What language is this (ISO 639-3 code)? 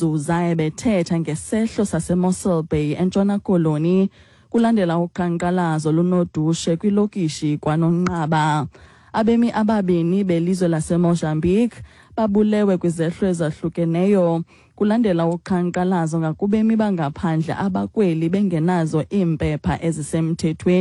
xho